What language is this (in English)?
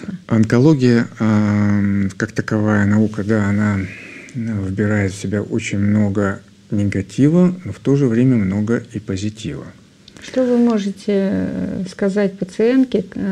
Russian